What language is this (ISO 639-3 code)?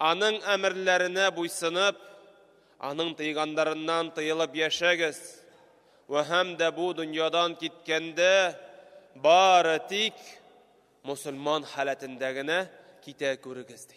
tat